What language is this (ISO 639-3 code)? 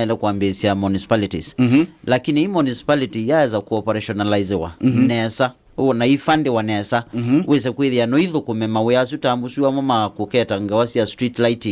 kam